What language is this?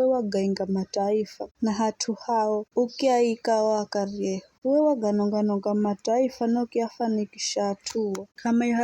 Giryama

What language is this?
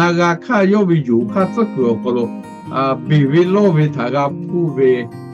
Lahu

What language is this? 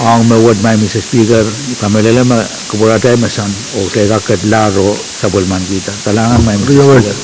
Pohnpeian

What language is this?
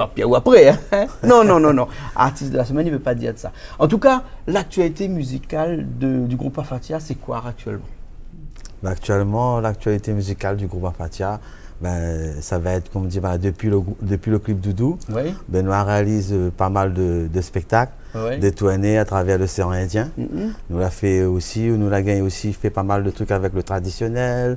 Réunion Creole French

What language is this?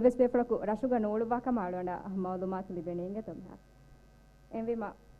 Divehi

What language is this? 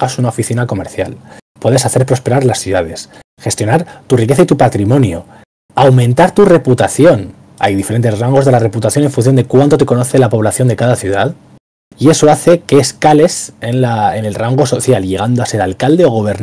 Spanish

